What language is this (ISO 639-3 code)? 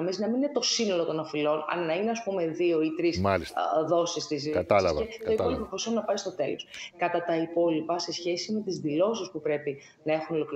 ell